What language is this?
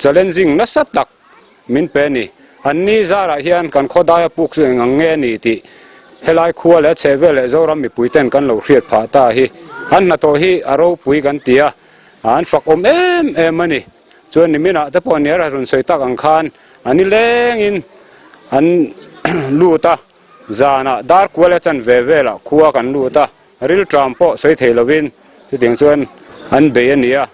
Mizo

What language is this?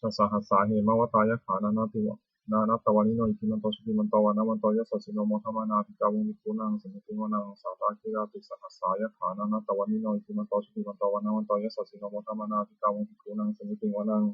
Pali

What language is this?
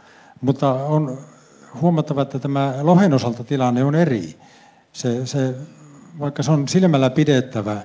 Finnish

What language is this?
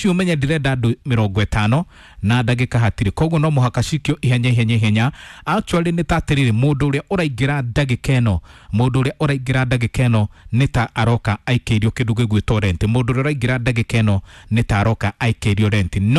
Kikuyu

